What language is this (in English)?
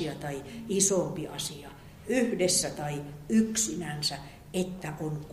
Finnish